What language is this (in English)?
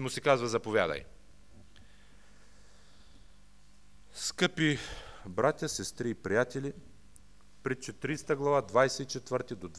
Bulgarian